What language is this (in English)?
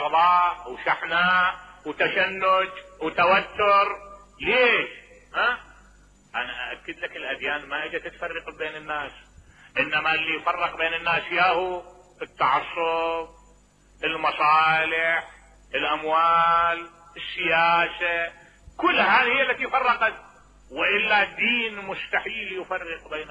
Mesopotamian Arabic